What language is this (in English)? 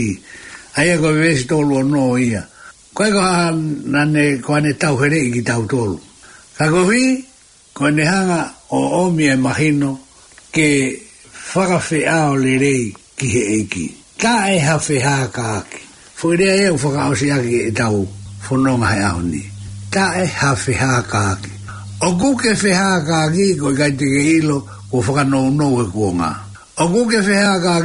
Tongan